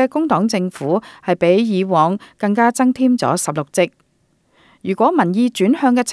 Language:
Cantonese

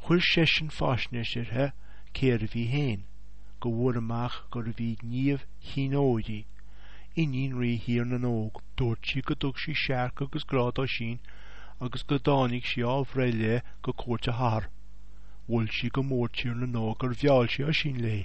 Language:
Irish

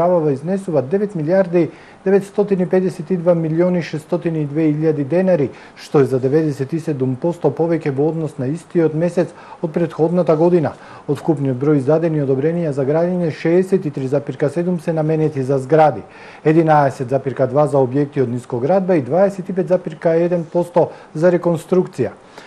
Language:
Macedonian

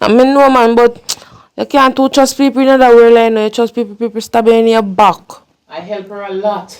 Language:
Jamaican Creole English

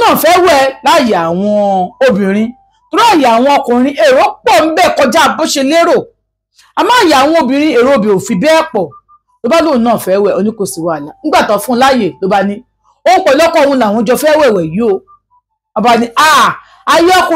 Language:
Yoruba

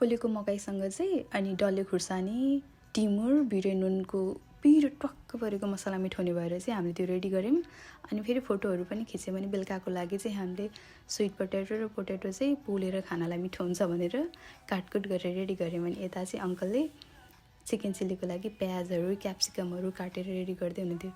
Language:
Nepali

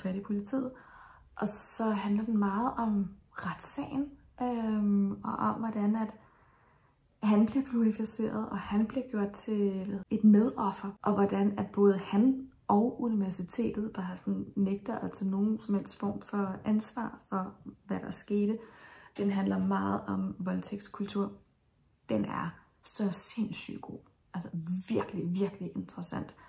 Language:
Danish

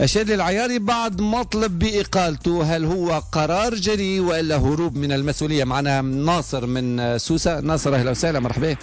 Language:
Tunisian Arabic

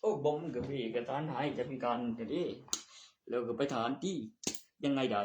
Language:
Northeastern Thai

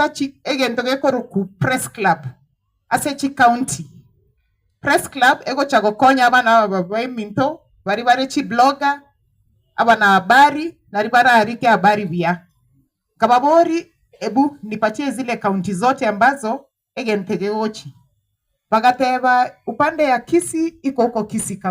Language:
Gusii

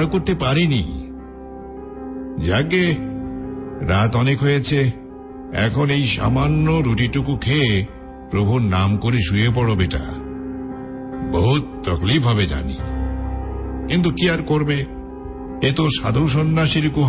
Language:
Bangla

